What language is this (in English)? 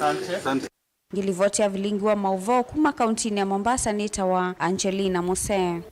Kamba